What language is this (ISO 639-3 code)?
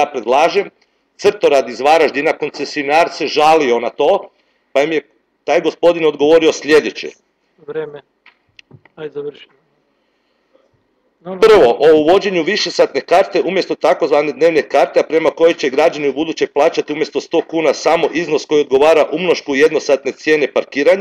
hrv